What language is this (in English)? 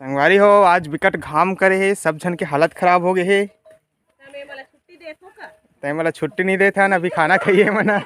Chhattisgarhi